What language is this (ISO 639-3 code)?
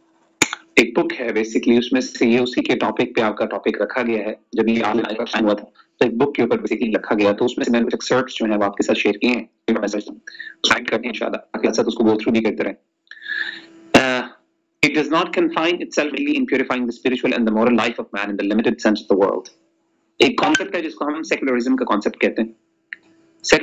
urd